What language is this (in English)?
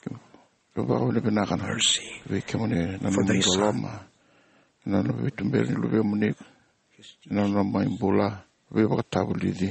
Fijian